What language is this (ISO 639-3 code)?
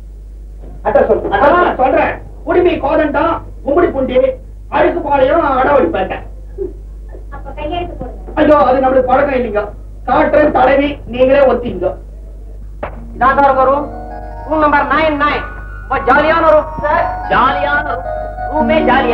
tam